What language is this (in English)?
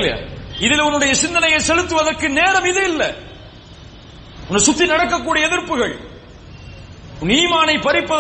Tamil